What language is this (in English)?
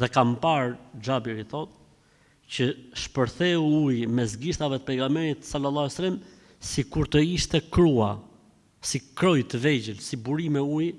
Albanian